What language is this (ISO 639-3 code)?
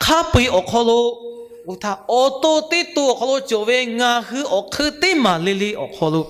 lhu